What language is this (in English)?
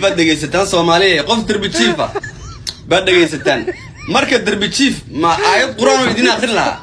Somali